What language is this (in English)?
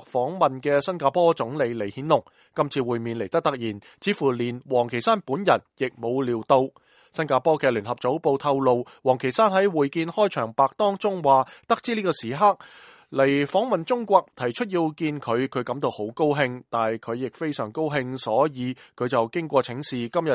Cantonese